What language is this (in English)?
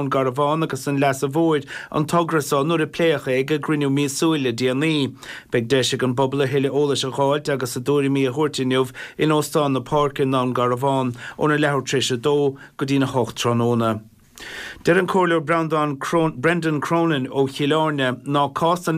Irish